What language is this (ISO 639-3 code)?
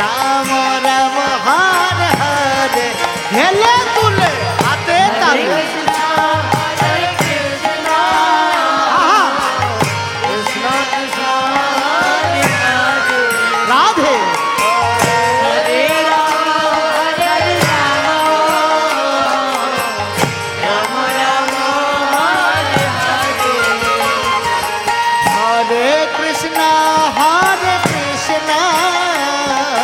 hin